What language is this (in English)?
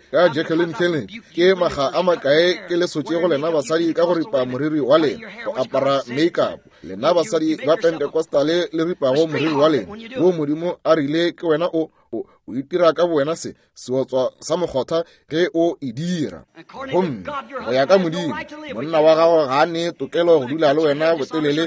Northern Sotho